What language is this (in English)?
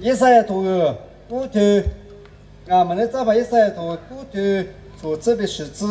Lisu